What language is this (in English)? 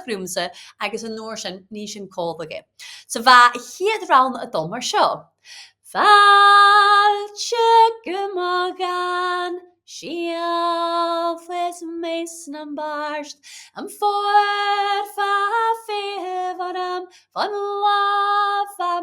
Scottish Gaelic